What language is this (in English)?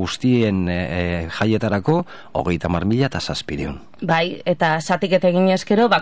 Basque